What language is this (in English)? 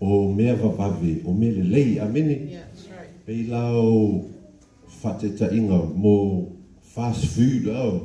Samoan